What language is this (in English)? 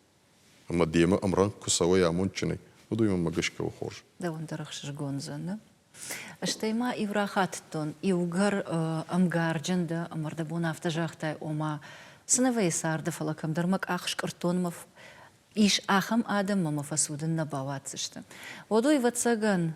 Ossetic